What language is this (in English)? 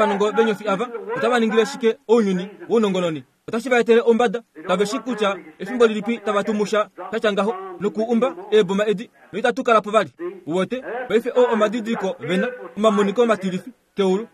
Kuanyama